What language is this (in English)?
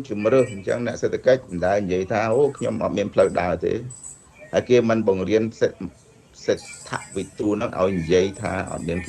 Khmer